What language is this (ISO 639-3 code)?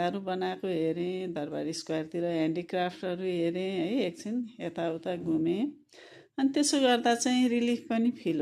nep